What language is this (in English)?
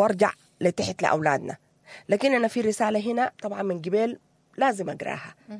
Sudanese Arabic